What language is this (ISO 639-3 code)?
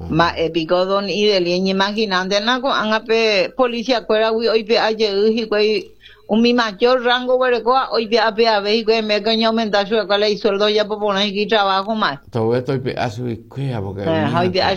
grn